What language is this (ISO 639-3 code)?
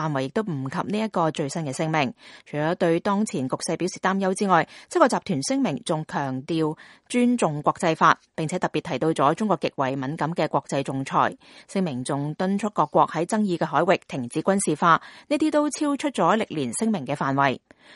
yue